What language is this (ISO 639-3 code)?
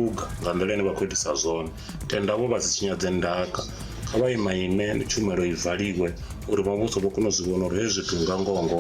ven